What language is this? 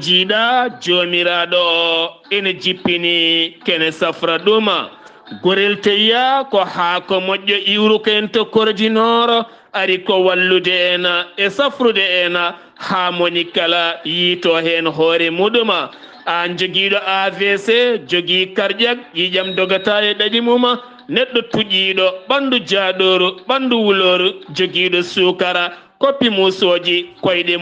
Fula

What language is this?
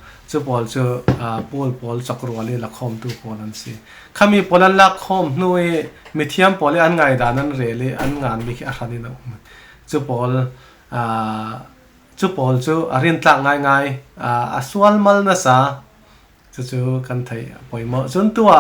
Falam Chin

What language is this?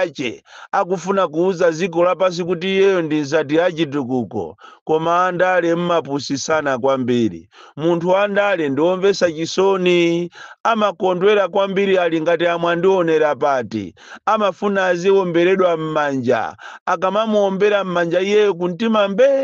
Nyanja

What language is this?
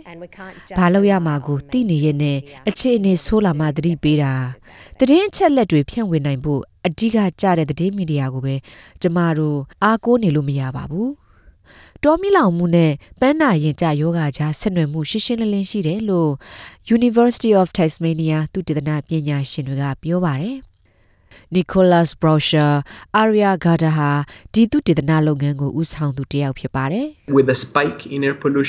Burmese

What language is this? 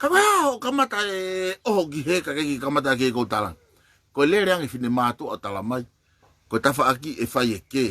Tongan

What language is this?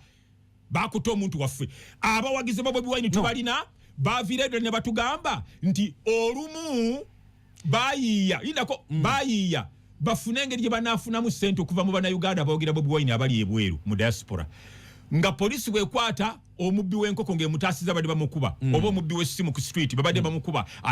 Ganda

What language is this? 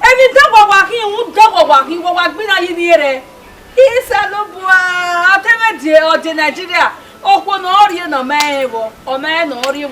Bini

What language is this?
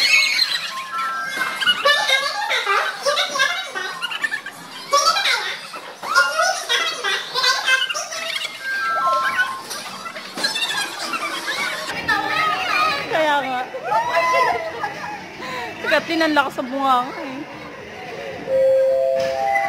Filipino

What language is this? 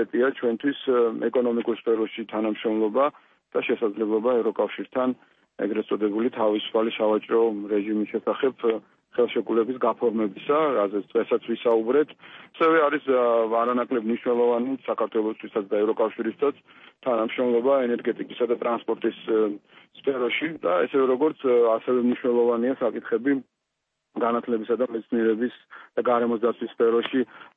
Georgian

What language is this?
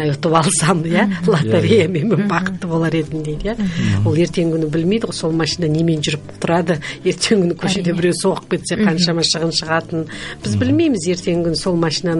Kazakh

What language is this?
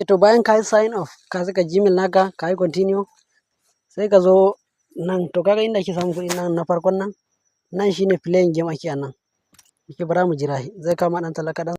Hausa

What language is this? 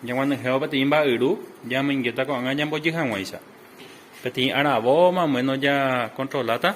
Guarani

